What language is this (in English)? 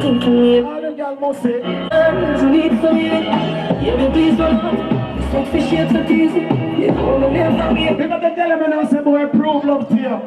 Jamaican Creole English